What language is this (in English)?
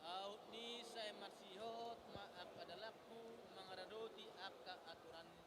Batak Toba